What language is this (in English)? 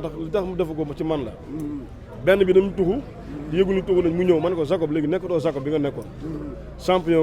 Wolof